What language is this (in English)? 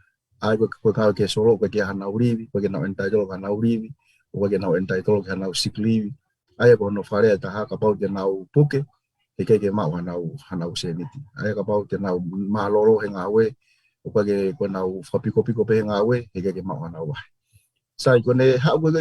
Tongan